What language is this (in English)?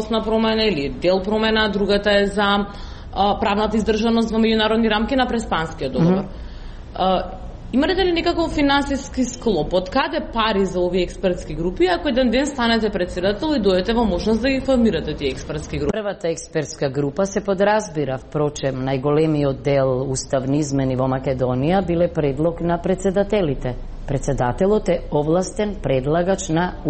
Macedonian